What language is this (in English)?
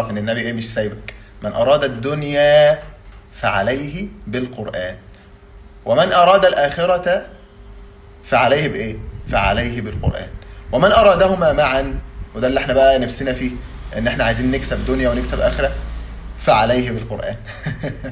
Egyptian Arabic